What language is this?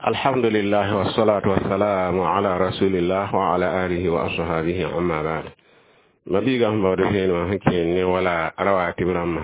Mossi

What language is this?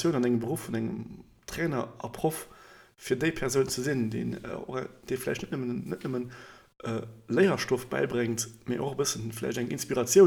Luxembourgish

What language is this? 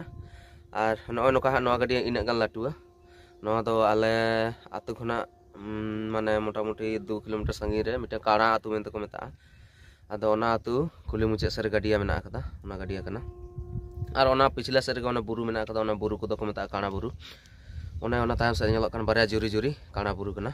Santali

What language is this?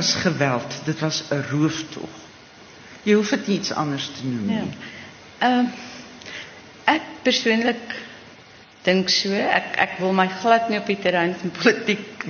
Afrikaans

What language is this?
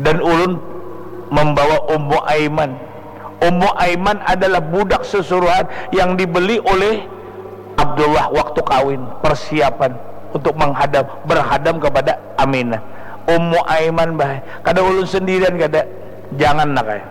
Banjar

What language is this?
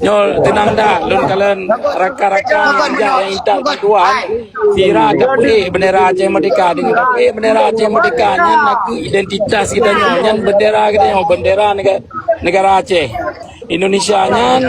Achinese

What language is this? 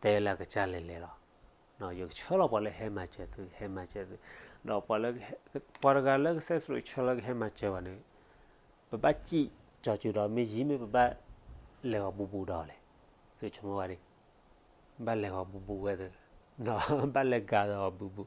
S'gaw Karen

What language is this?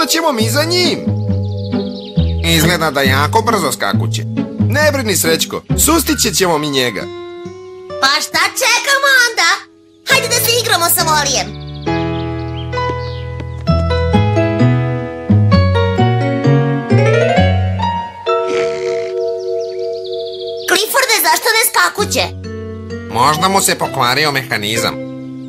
Serbian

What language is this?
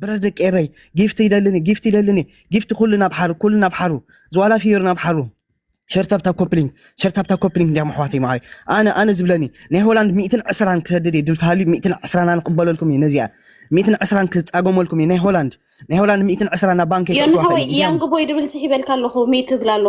Tigrinya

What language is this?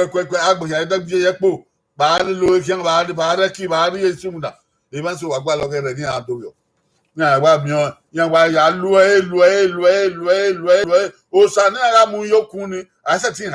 Bini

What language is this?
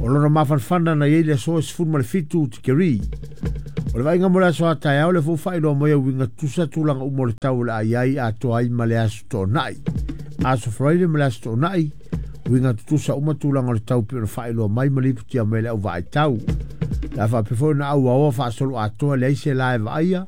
Samoan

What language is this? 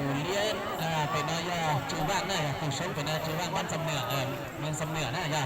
Hmong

